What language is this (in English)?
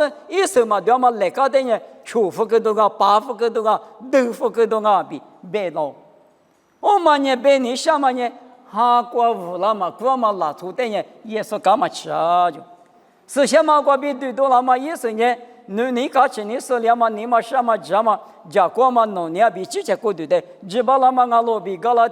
Lisu